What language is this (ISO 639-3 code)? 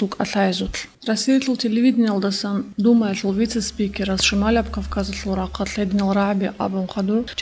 ava